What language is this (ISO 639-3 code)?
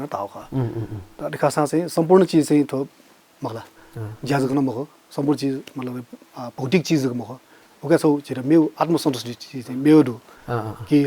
new